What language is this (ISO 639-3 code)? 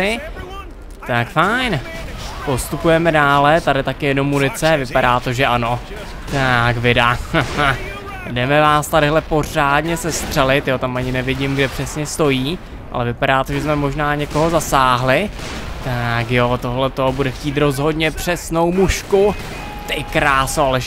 ces